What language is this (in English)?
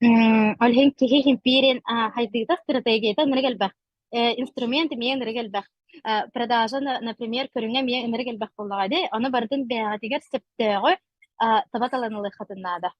Yakut